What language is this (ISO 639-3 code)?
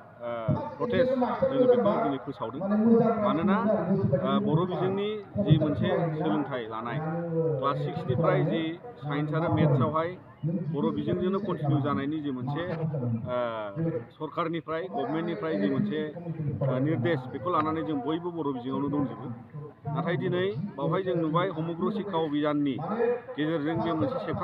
brx